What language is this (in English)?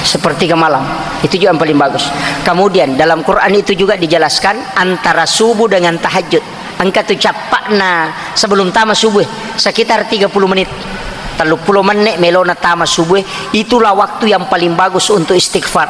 Buginese